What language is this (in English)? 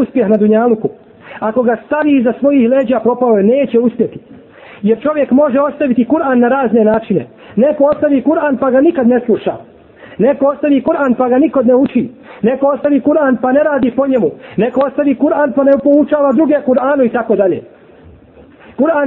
Bosnian